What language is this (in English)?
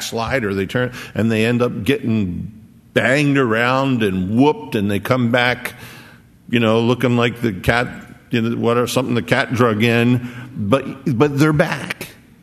English